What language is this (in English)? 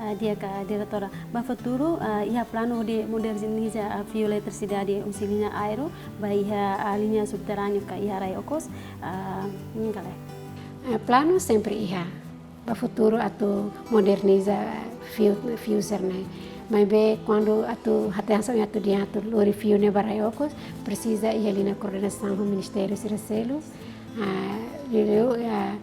Tetum